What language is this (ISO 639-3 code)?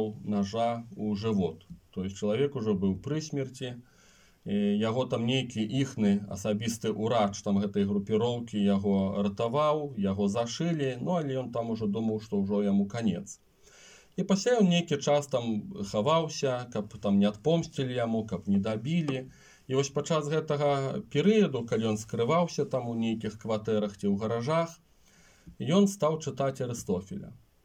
bel